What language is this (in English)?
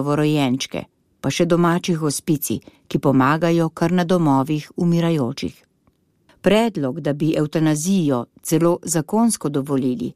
Slovenian